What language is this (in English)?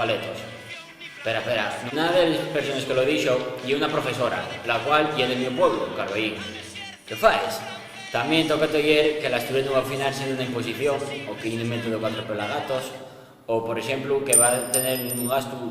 Asturian